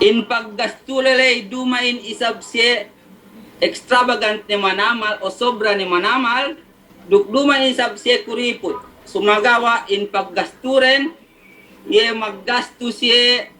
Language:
Yakan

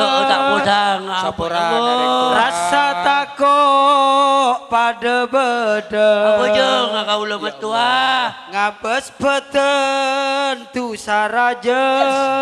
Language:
Madurese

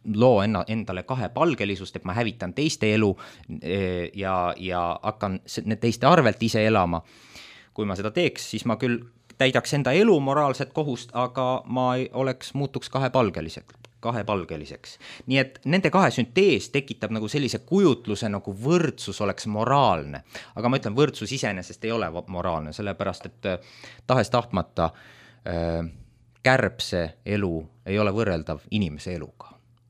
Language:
Estonian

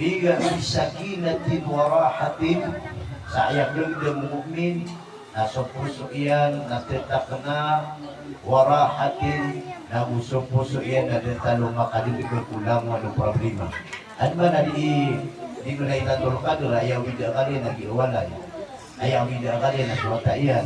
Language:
Maranao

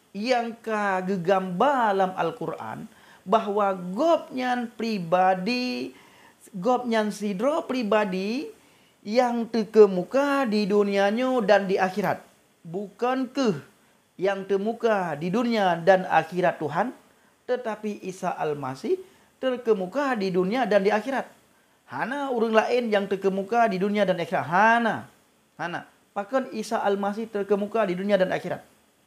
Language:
Achinese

